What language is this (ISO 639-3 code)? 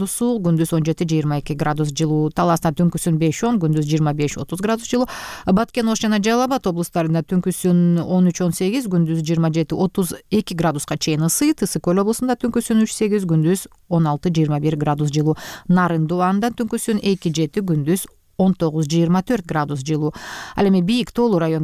kir